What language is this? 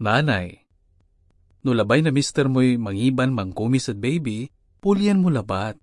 Pangasinan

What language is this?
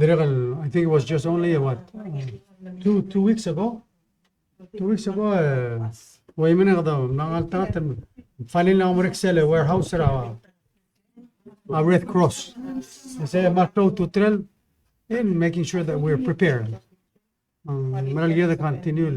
Palauan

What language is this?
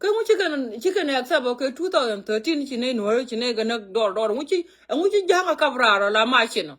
Nuer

